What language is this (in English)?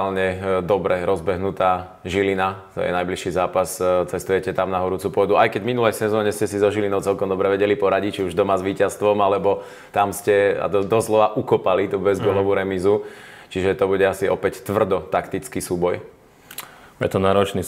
Slovak